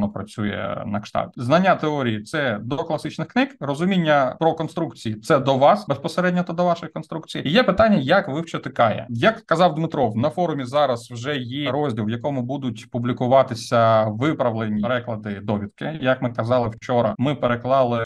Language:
Ukrainian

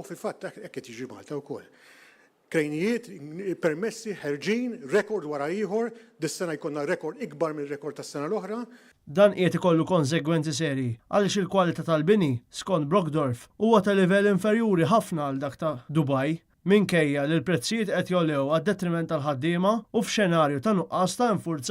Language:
Maltese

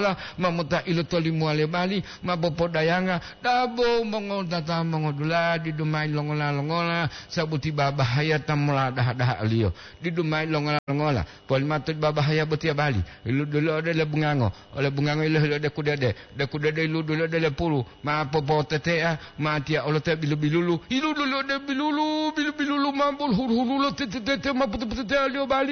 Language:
Gorontalo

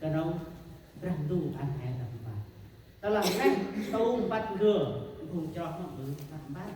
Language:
Central Mnong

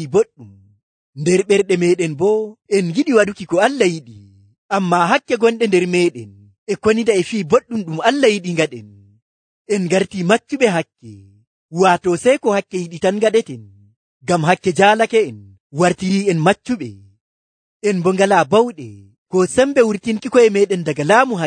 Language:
Nigerian Fulfulde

